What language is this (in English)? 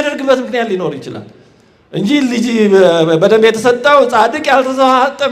Amharic